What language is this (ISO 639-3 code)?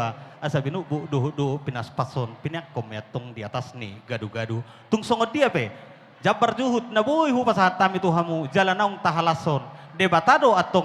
bbc